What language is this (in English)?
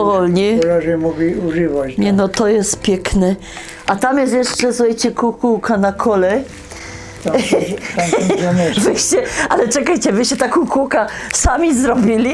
Silesian